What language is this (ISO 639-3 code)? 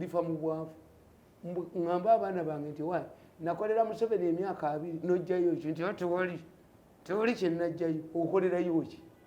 lug